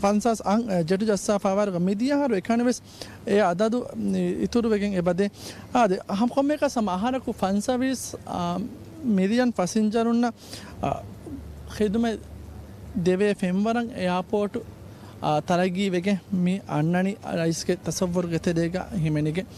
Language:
Divehi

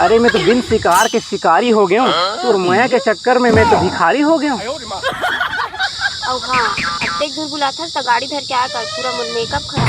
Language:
Chhattisgarhi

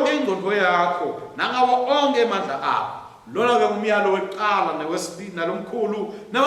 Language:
Swati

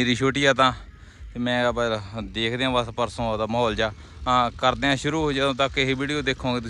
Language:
Punjabi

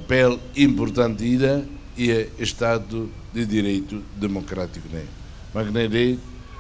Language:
Tetum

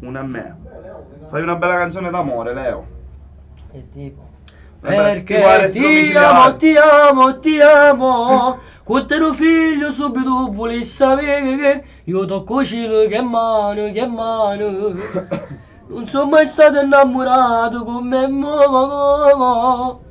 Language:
Neapolitan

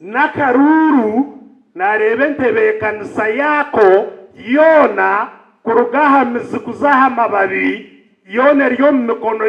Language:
Nyankole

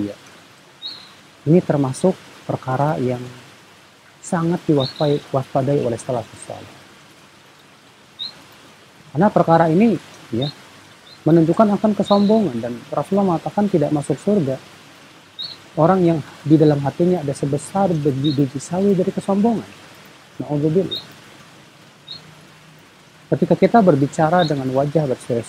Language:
Indonesian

